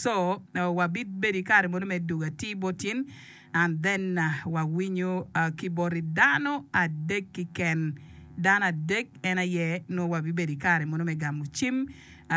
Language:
Acoli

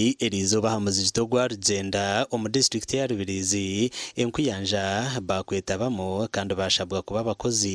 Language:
Nyankole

